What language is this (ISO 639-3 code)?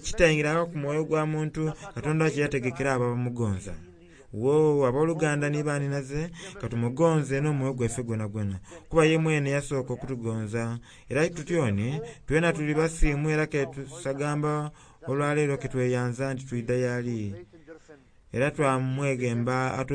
xog